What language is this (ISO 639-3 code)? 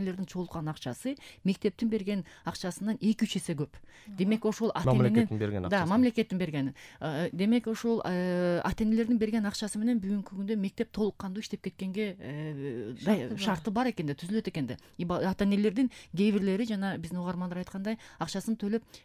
kir